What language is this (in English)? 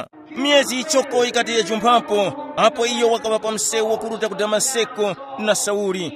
Tumbuka